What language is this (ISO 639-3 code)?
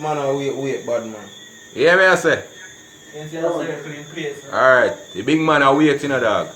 jam